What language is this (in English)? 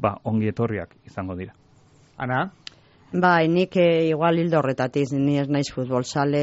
Basque